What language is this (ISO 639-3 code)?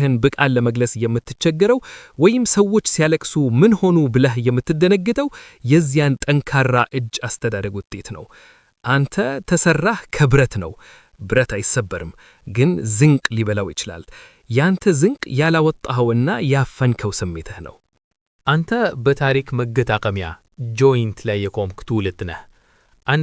amh